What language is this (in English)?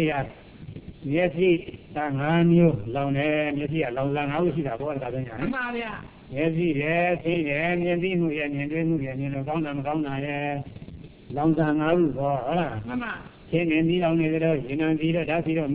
Burmese